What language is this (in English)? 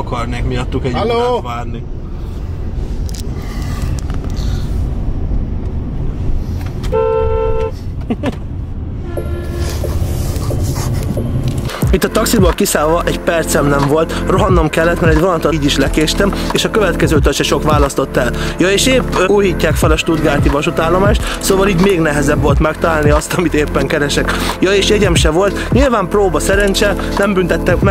Hungarian